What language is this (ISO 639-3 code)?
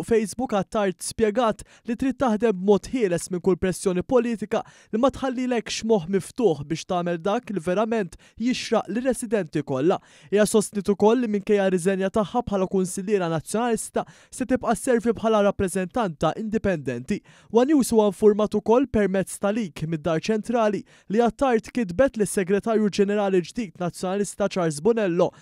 mlt